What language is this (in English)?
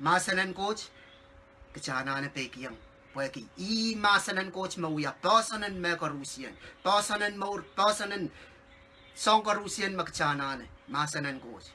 Pohnpeian